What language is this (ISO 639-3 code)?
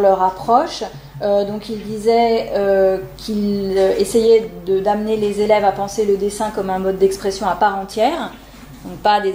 fra